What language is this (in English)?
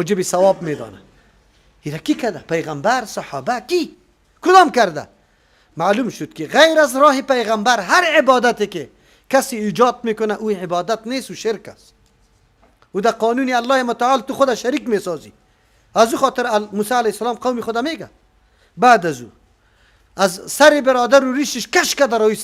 Persian